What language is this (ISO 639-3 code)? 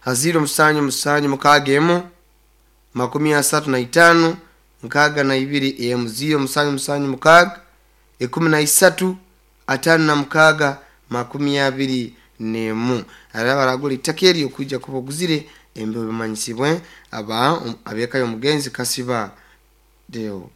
nyo